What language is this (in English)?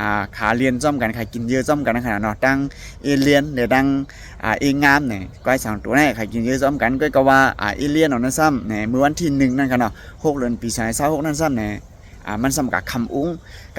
Shan